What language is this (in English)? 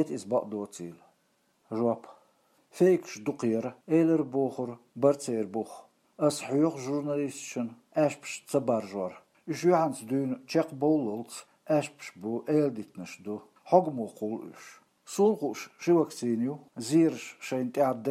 Chechen